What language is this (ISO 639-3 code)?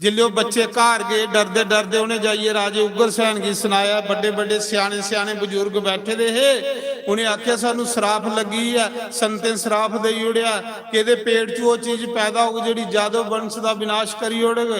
doi